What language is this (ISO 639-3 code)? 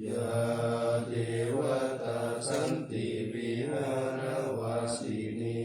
pli